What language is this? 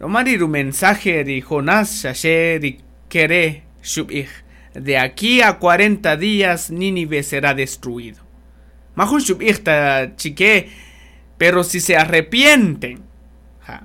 Kaqchikel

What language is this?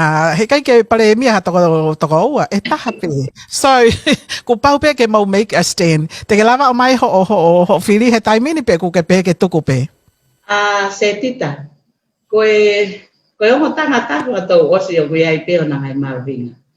Tongan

